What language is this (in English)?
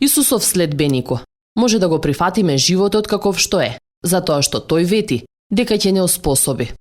Macedonian